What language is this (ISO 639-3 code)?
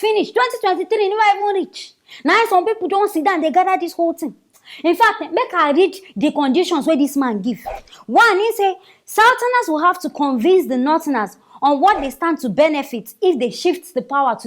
pcm